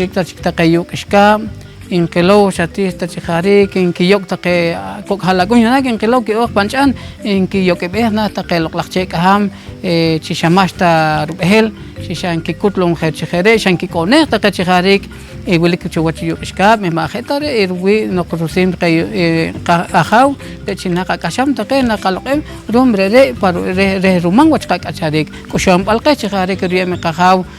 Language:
Poqomchi'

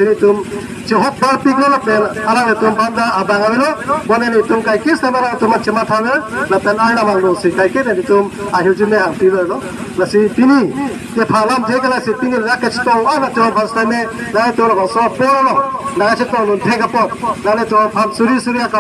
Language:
Karbi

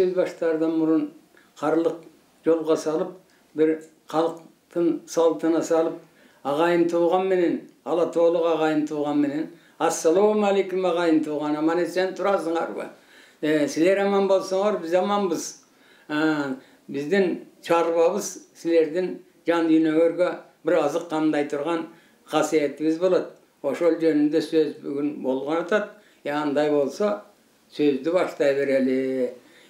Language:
Kyrgyz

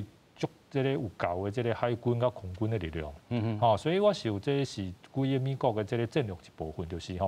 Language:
Min Nan Chinese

